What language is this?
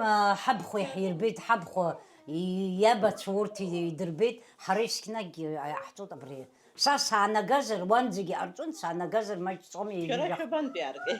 Abkhazian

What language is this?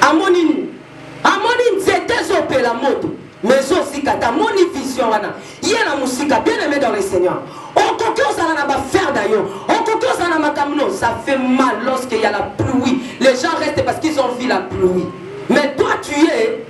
Lingala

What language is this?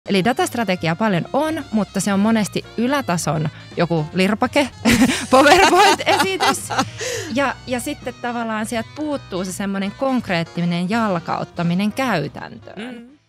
Finnish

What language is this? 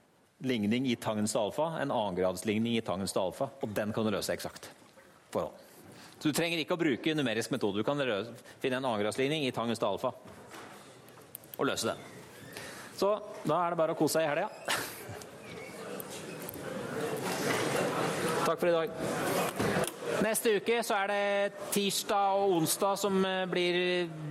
Norwegian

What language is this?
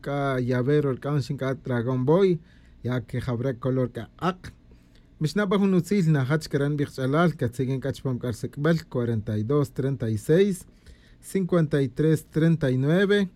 Tz'utujil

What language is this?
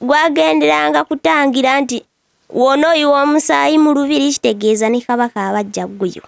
Ganda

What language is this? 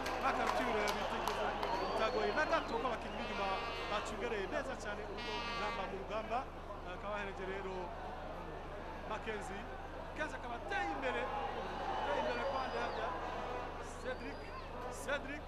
Kinyarwanda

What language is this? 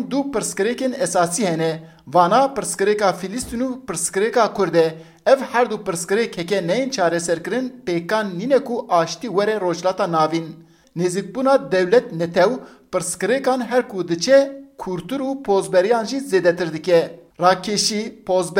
Kurdish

